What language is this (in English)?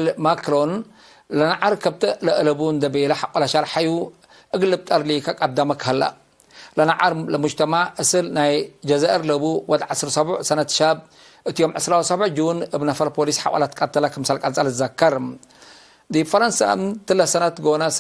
Tigre